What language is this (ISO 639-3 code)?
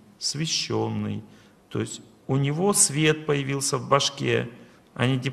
rus